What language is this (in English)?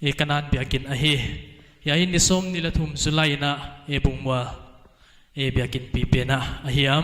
Paite Chin